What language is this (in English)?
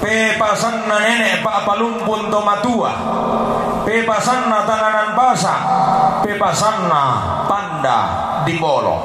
Toraja-Sa'dan